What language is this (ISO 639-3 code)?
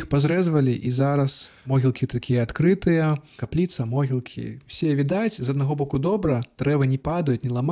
bel